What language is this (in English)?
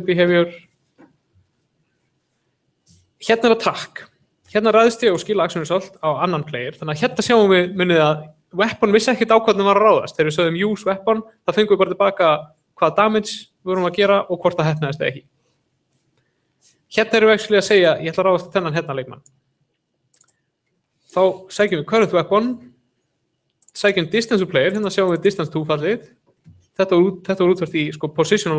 Icelandic